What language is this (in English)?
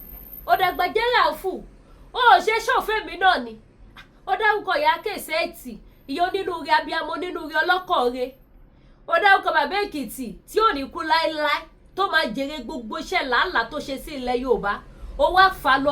Yoruba